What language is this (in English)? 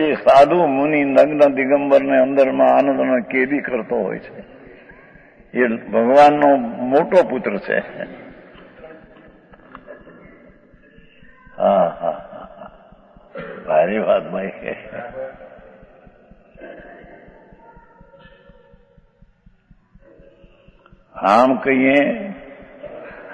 Gujarati